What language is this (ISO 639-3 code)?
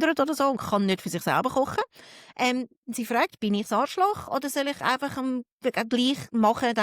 gsw